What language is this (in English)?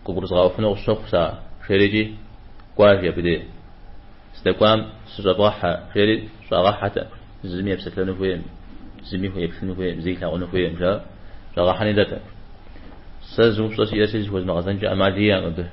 Kabardian